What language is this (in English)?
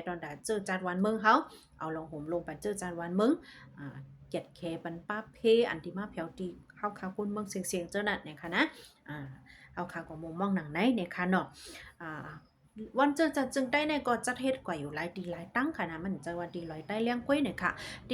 Shan